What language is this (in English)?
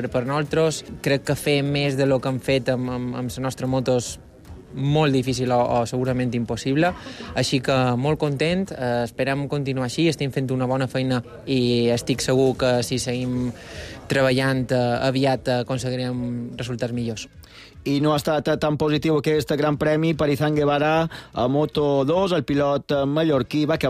Catalan